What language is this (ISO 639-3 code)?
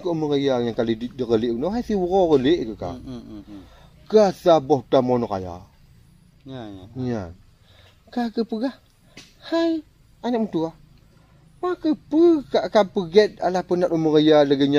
ace